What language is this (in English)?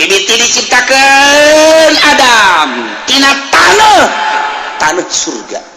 Sundanese